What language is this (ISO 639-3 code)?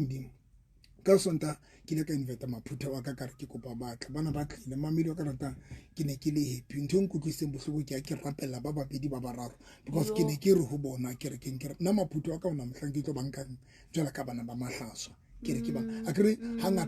sot